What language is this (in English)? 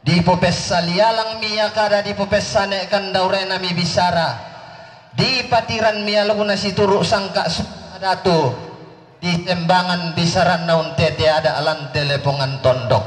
Toraja-Sa'dan